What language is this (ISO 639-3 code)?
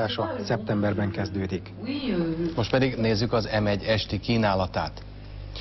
hun